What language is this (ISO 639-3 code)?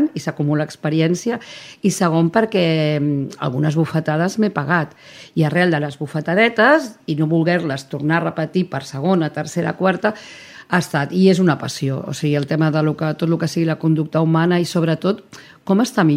cat